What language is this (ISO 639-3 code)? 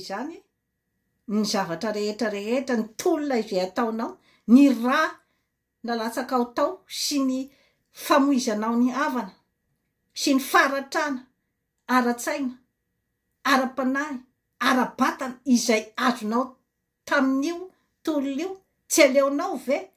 mlg